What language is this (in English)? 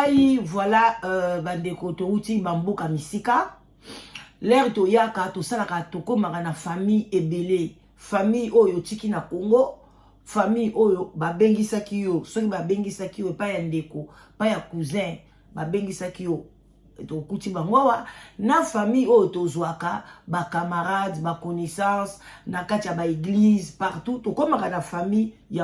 Lingala